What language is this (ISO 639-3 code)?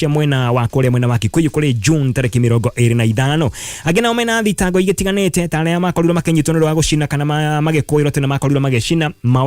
kik